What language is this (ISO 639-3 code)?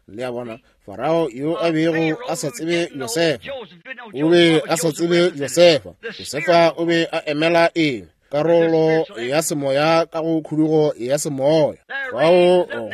nso